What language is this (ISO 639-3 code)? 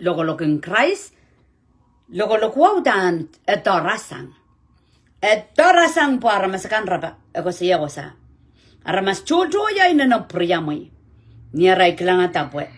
pon